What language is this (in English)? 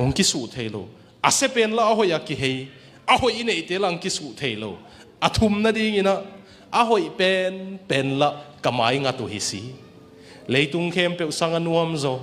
Tedim Chin